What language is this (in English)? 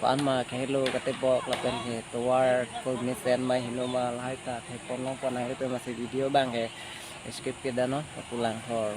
Karbi